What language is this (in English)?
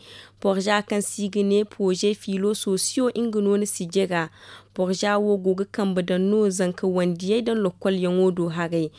Zarma